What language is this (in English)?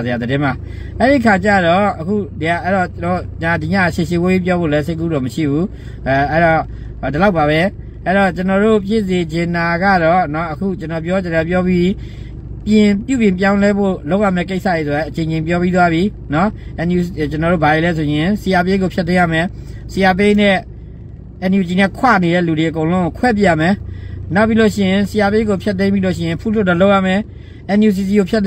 Burmese